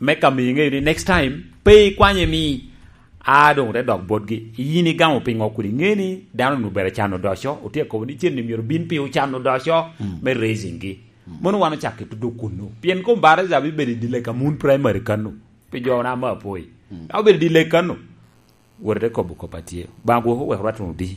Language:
Lango (Uganda)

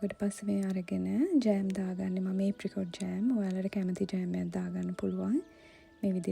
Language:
Sinhala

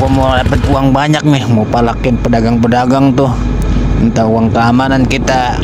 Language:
Betawi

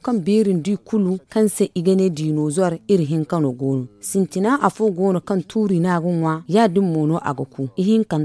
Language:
Zarma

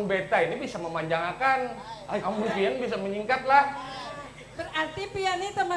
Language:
Banjar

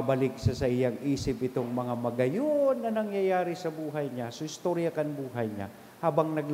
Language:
Bikol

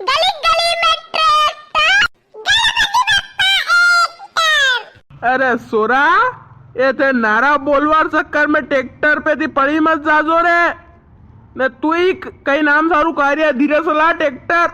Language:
Rajasthani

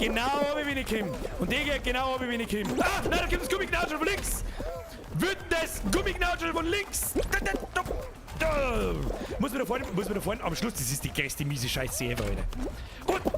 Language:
Bavarian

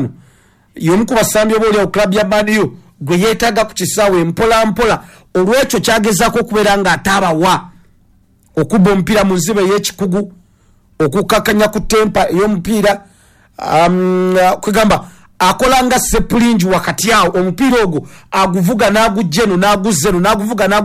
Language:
Ganda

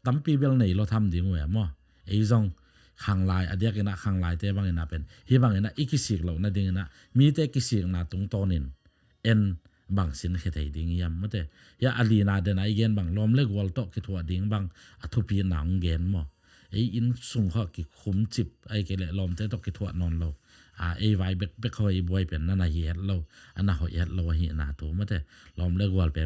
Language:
Tedim Chin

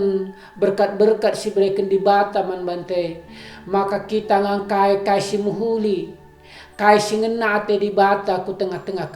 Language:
Batak Karo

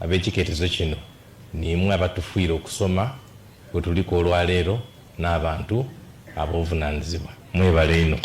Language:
Soga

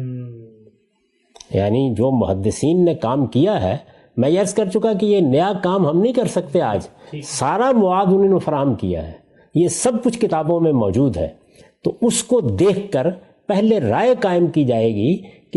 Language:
Urdu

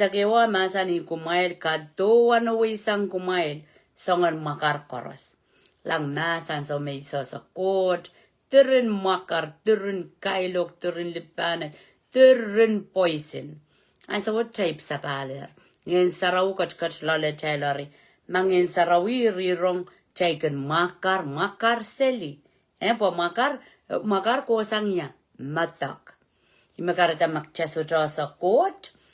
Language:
Pohnpeian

